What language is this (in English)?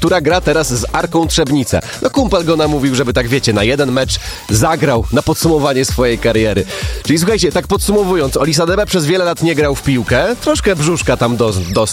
Polish